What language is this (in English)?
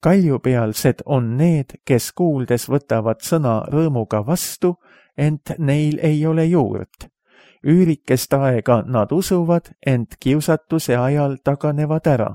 Estonian